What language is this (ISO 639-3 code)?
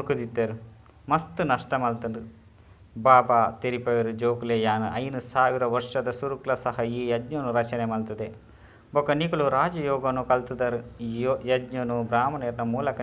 tcy